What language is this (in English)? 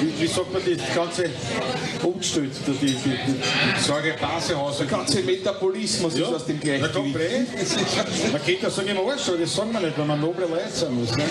Bavarian